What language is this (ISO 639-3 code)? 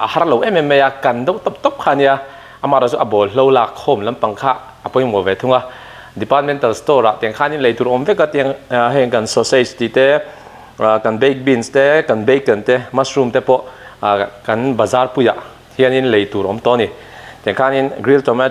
lus